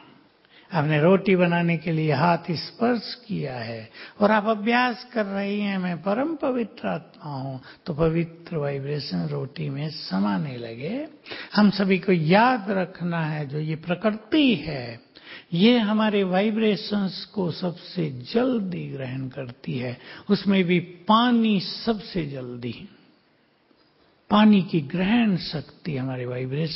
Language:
Hindi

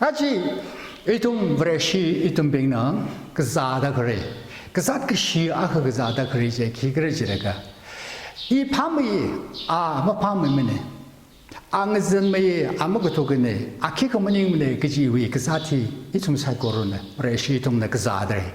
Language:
Tangkhul Naga (India)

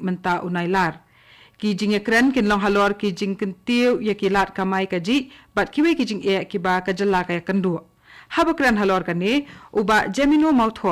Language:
Khasi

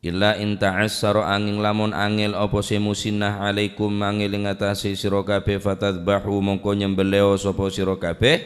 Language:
Madurese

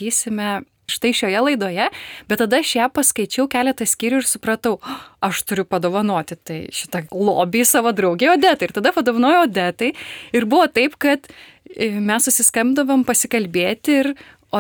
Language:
Lithuanian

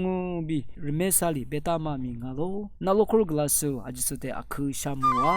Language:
Lisu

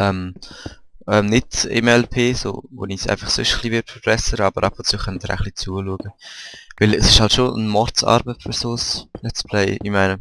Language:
Swiss German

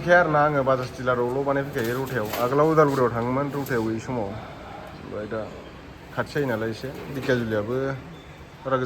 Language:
Bodo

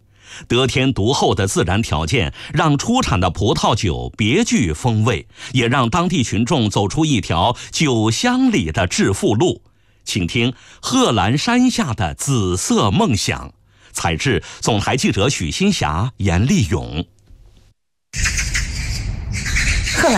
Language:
Chinese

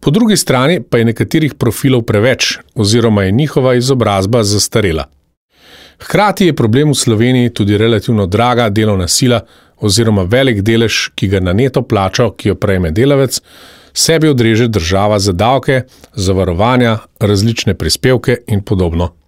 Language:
Slovenian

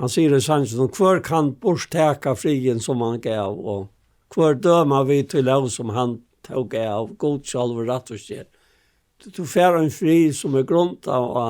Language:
Faroese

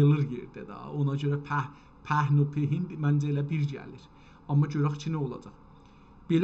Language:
South Azerbaijani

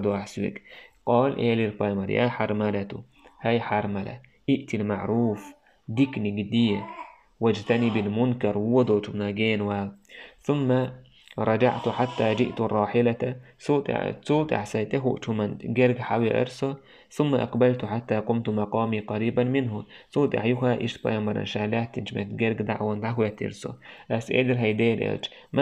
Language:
Chechen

